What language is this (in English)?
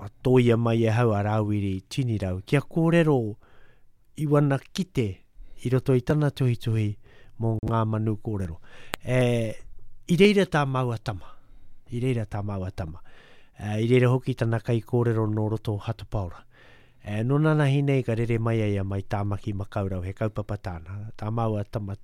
Māori